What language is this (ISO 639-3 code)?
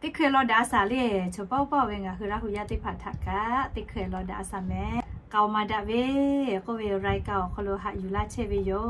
lhu